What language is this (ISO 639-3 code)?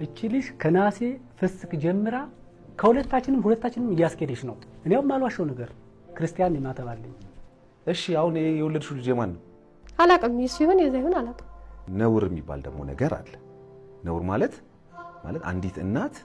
amh